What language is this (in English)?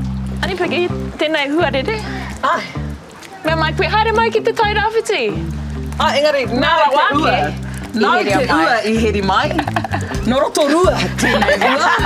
Māori